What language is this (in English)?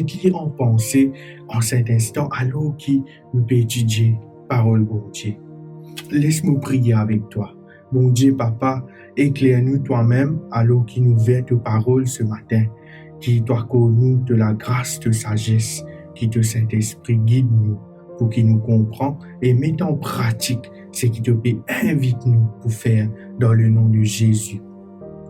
Morisyen